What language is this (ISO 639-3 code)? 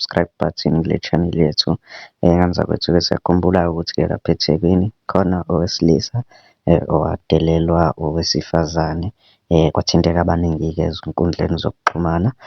zul